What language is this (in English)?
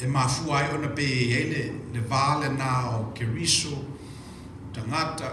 Samoan